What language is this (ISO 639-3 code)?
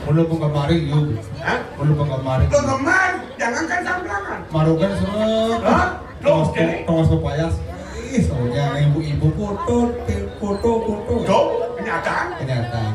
ban